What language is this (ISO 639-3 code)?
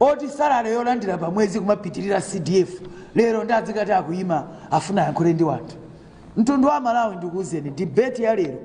nya